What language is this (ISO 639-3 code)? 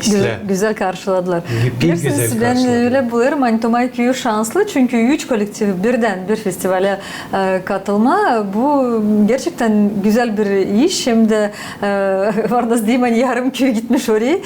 gag